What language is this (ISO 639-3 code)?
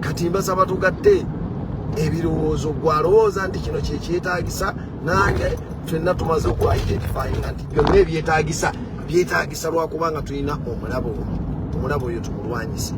lug